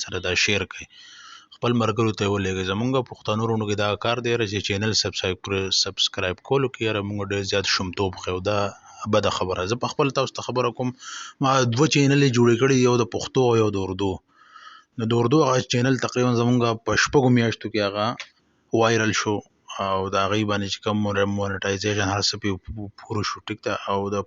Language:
Pashto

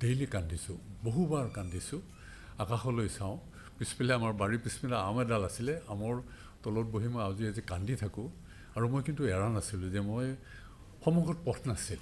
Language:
Assamese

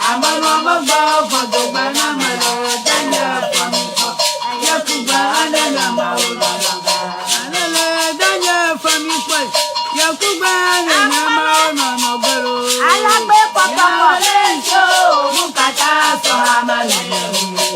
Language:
Ewe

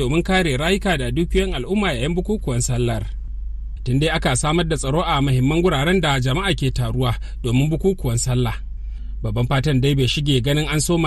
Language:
Hausa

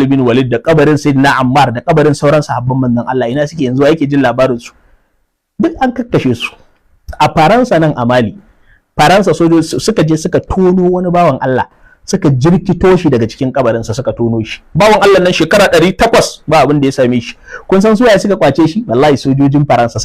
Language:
Hausa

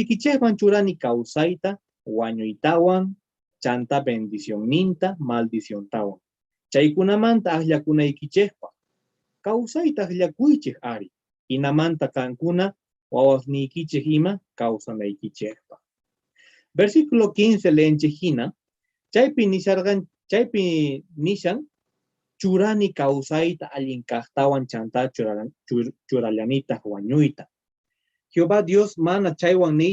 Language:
Quechua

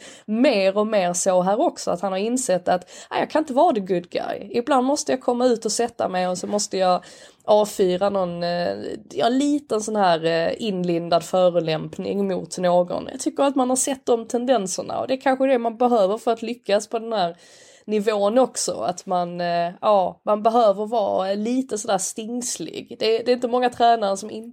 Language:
Swedish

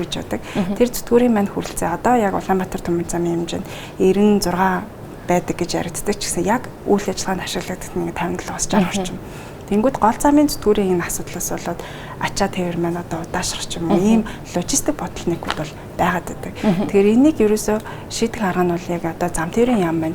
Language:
Mongolian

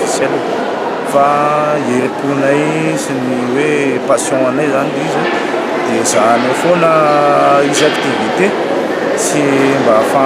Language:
Malagasy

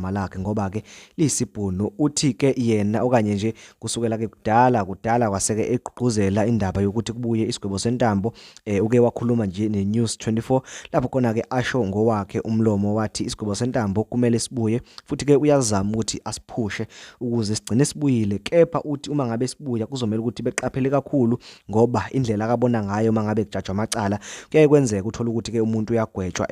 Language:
Zulu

